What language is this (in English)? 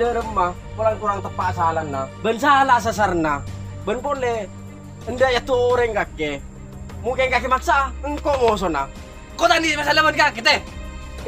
Madurese